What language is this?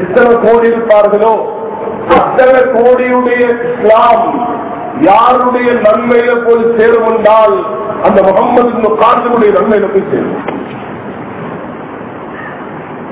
Tamil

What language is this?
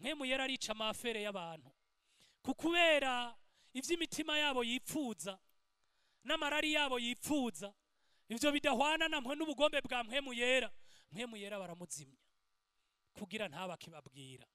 Rundi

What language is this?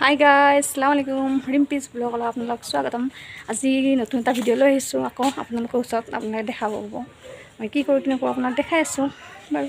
Assamese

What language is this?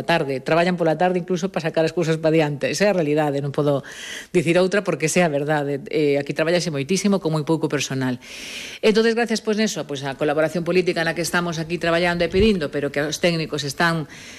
Galician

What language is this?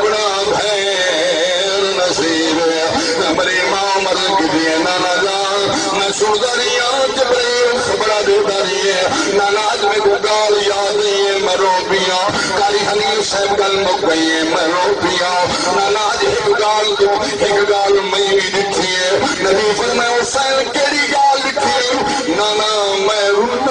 Saraiki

